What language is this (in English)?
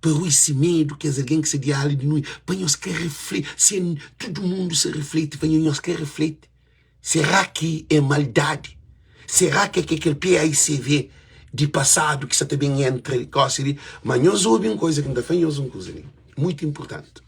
Kabuverdianu